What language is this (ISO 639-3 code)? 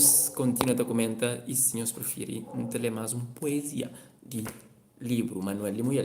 kea